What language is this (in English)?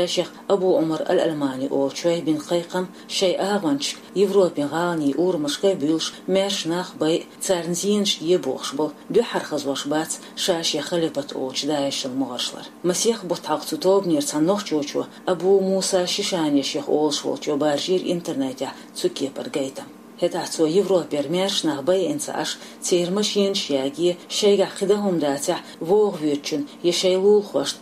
Chechen